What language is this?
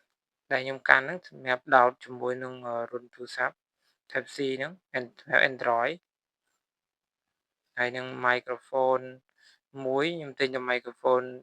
Khmer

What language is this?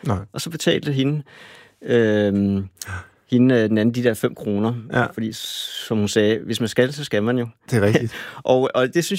Danish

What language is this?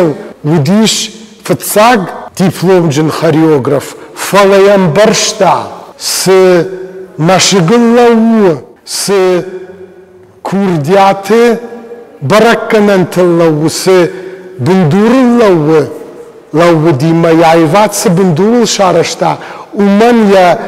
Ossetic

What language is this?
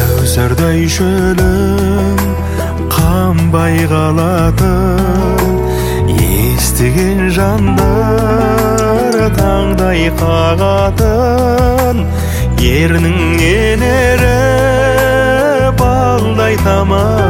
Kazakh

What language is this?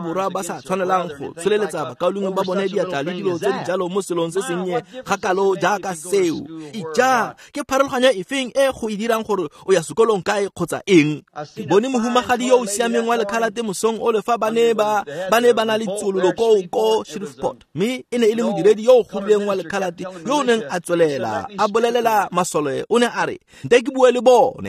Tswana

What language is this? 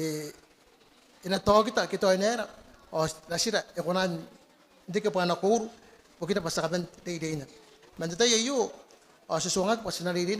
Gilbertese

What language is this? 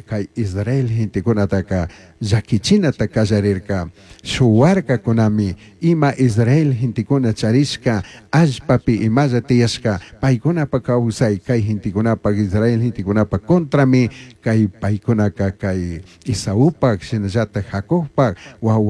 Chimborazo Highland Quichua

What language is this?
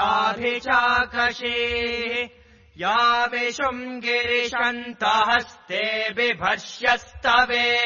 Sanskrit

